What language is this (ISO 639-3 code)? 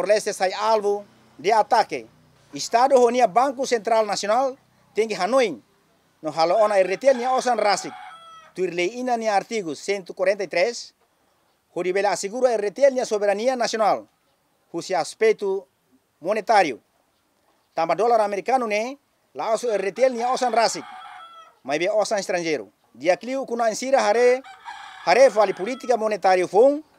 tet